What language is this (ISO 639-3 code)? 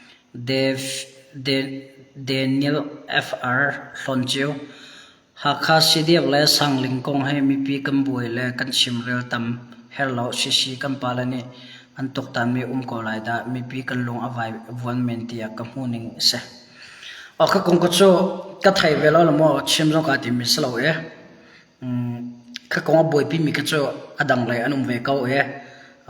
cnh